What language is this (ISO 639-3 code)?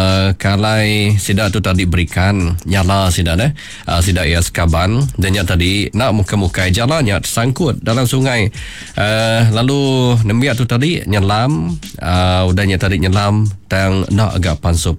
iba